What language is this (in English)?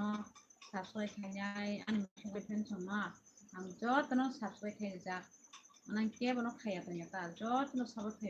Kok Borok